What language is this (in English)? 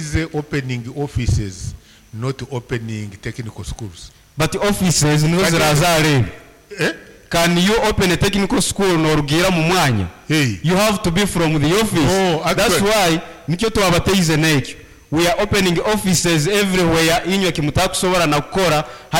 Nyankole